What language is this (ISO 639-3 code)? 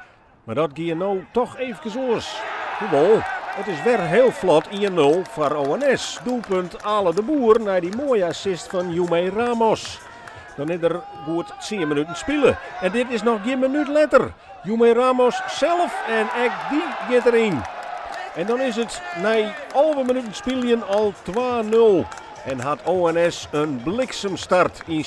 fry